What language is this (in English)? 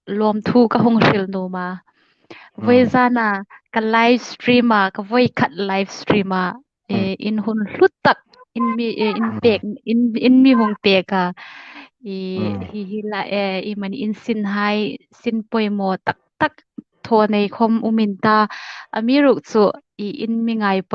Hmar